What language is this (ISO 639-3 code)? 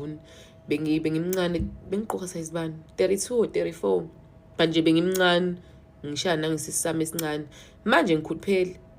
zul